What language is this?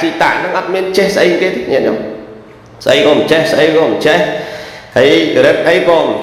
Khmer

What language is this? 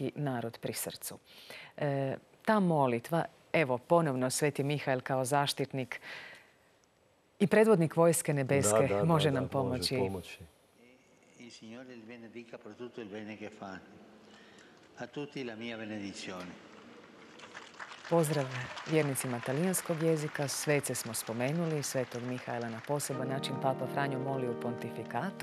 Croatian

